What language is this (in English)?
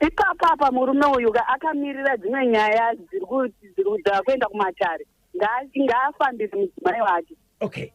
Shona